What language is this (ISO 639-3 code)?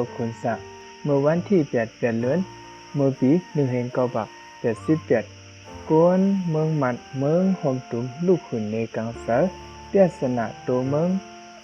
shn